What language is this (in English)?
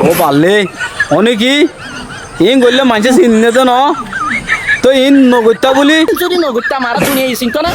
Rohingya